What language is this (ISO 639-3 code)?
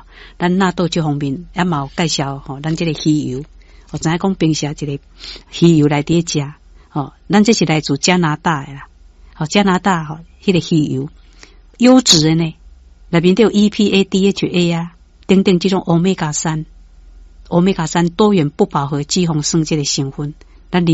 nan